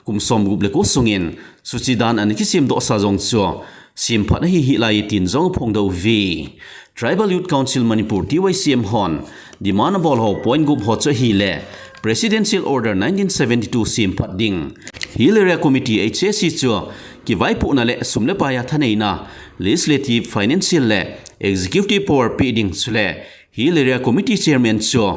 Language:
Thado Chin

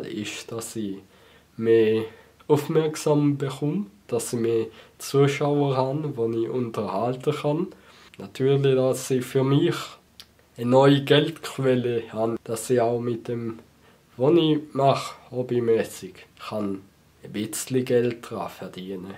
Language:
Swiss German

